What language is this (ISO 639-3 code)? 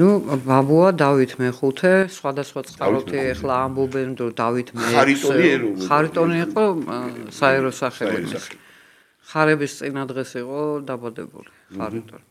kat